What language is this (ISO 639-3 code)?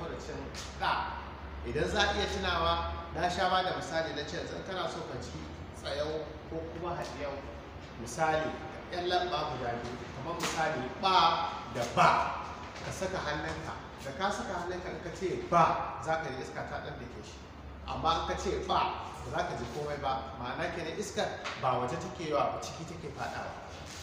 hau